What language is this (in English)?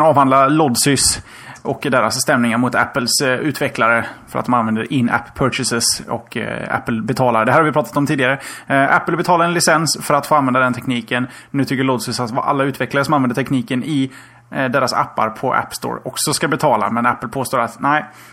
Swedish